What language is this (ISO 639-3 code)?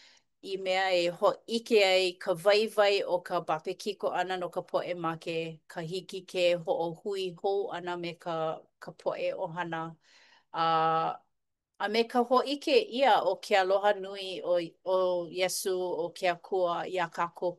haw